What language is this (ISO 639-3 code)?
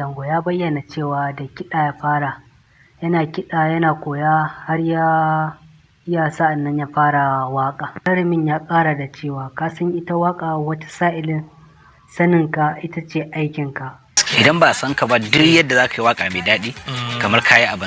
hau